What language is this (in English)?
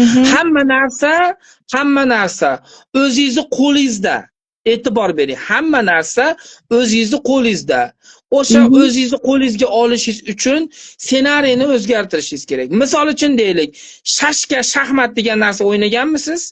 Uzbek